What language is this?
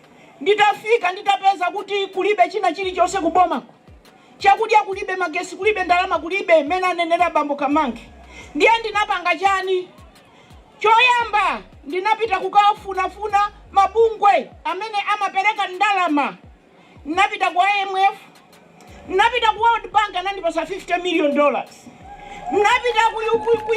Nyanja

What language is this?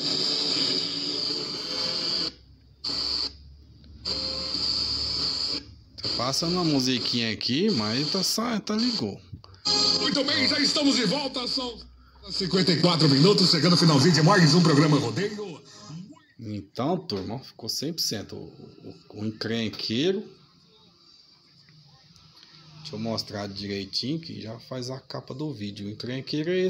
Portuguese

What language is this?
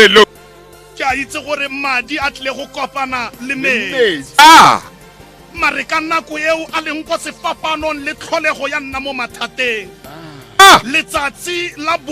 Tswana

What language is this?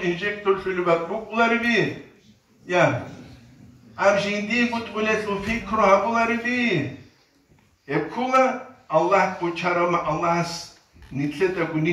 Avaric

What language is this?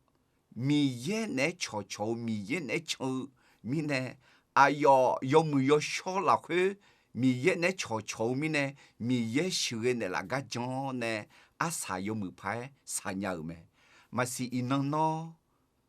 Akha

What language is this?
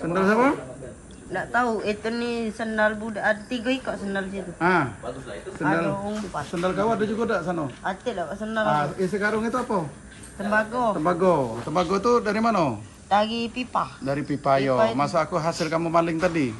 Musi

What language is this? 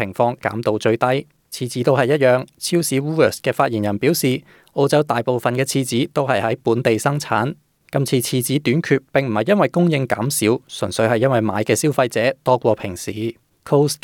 Cantonese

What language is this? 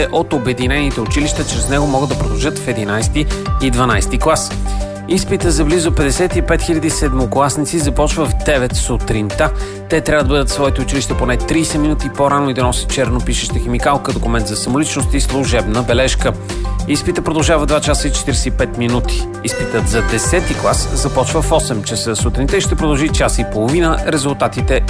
Bulgarian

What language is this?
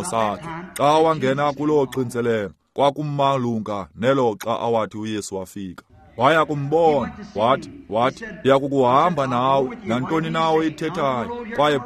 Xhosa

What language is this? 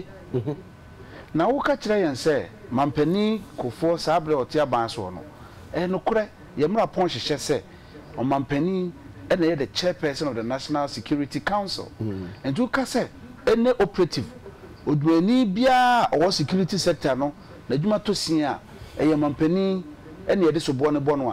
Akan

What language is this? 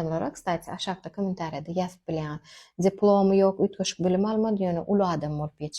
Turkmen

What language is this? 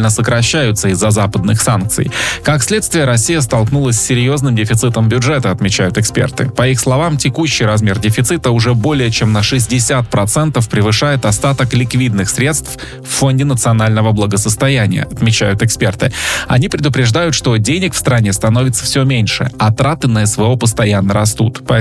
Russian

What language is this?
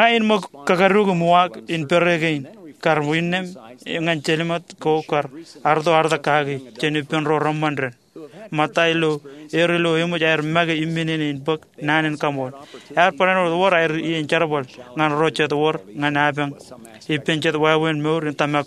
Marshallese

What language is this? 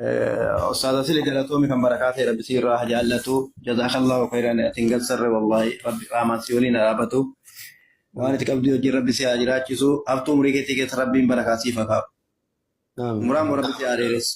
Oromo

